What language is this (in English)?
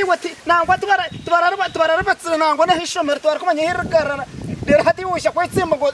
Nyankole